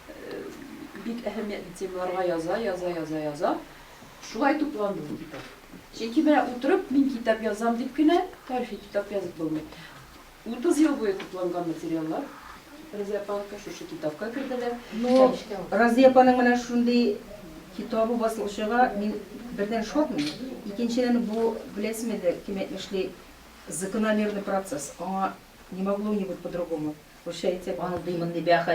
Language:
Tatar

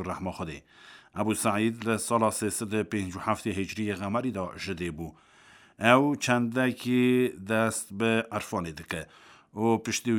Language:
Kurdish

